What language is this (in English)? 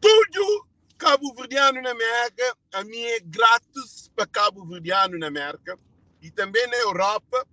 Kabuverdianu